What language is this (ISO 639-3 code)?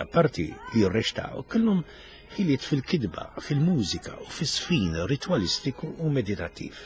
mlt